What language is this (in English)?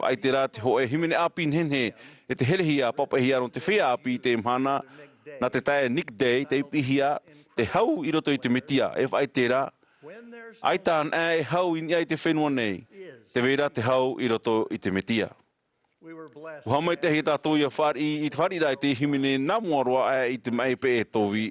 Tahitian